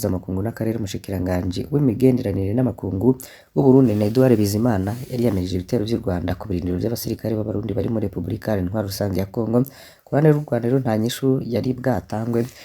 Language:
Rundi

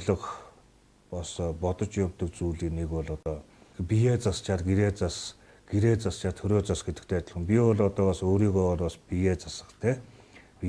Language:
Mongolian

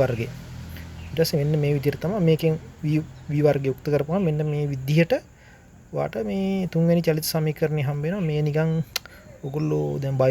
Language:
Sinhala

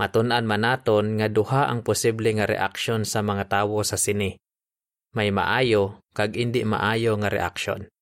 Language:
Hiligaynon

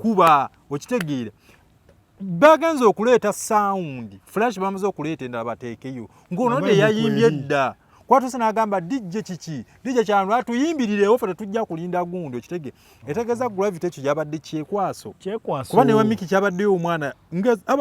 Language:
Ganda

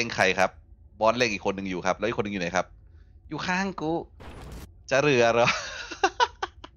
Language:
Thai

